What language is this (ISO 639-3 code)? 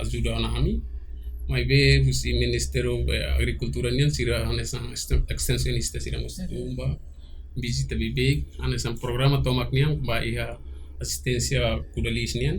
tet